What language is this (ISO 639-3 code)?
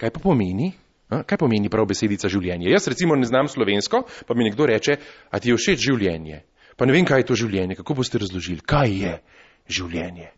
slv